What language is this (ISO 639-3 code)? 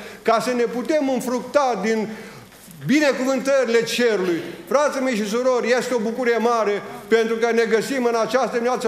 ron